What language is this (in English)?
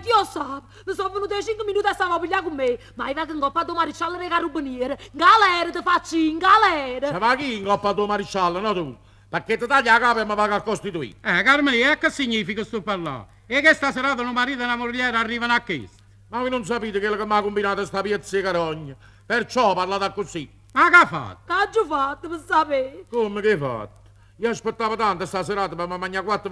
Neapolitan